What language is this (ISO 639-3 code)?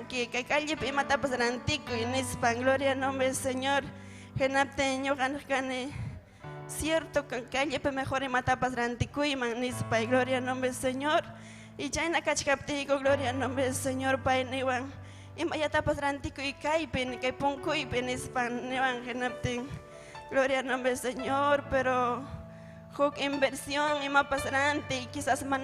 quy